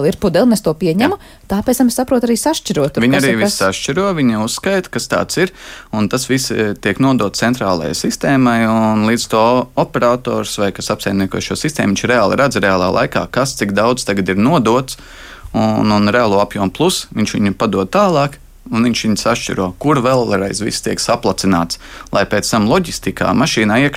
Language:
Latvian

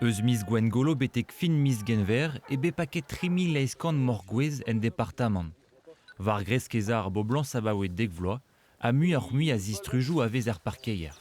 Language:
Breton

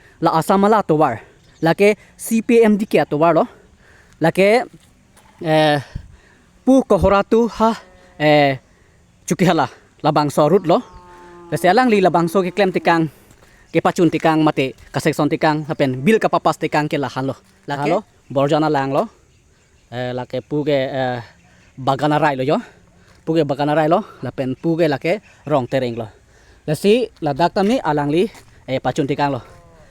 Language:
Karbi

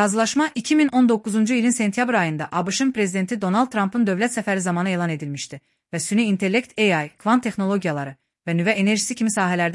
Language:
Azerbaijani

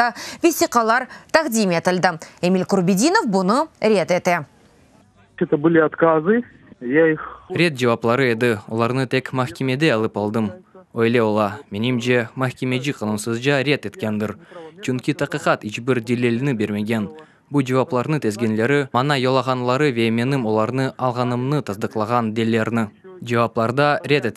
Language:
Crimean Tatar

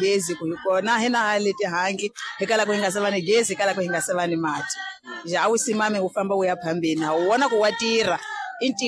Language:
Tsonga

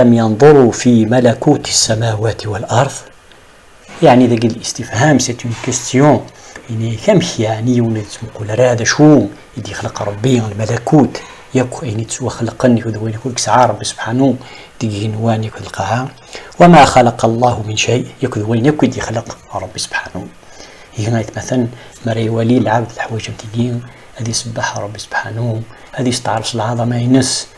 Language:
Kabyle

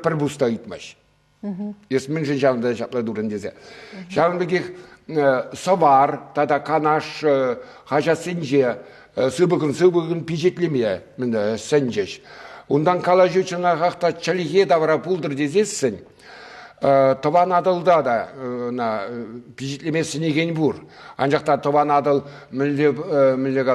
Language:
Chuvash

